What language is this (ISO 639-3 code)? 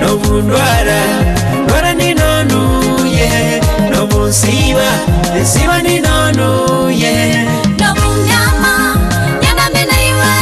nyo